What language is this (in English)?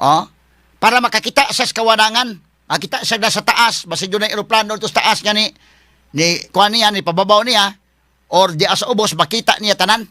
Cebuano